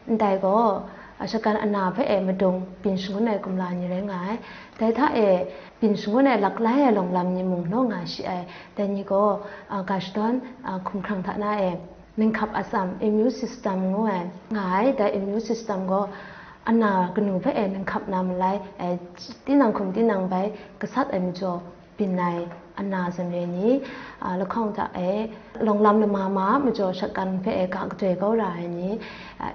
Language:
Kachin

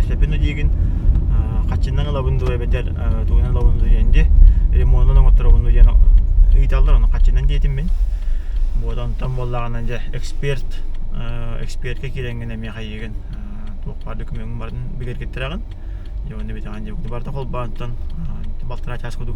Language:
Yakut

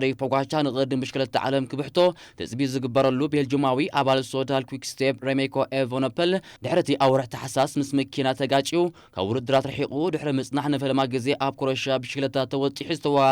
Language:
Tigrinya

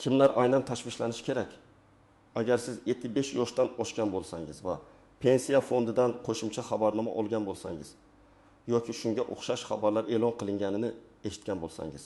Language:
Uzbek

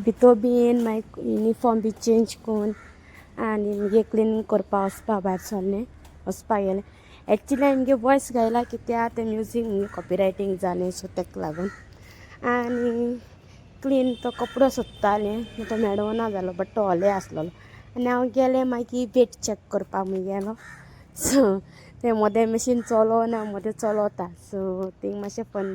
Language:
Konkani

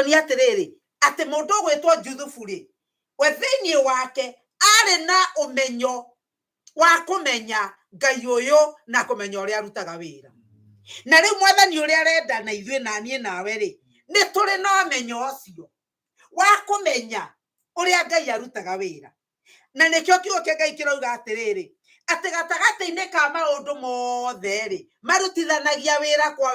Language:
Kikuyu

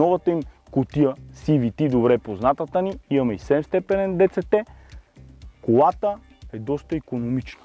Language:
Bulgarian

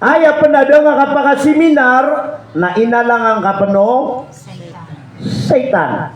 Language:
Maranao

